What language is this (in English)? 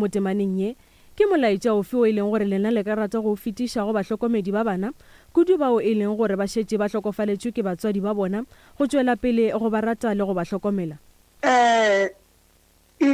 Northern Sotho